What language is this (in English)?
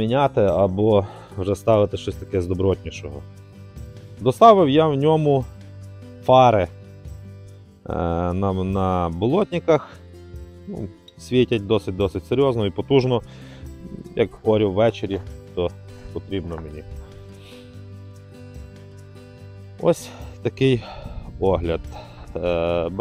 Ukrainian